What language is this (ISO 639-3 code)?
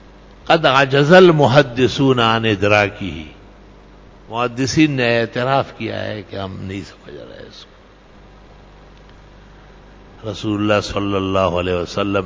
urd